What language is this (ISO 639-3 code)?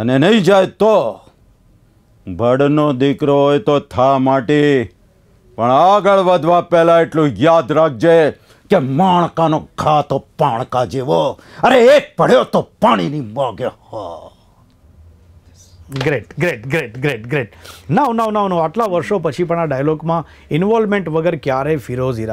guj